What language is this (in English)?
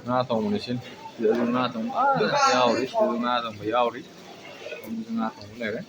Manipuri